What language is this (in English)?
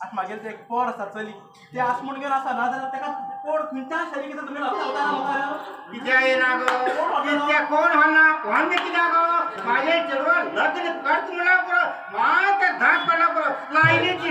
Konkani